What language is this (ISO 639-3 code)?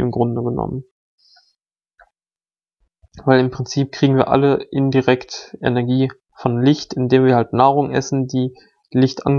deu